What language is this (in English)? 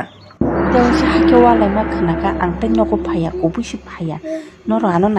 Kok Borok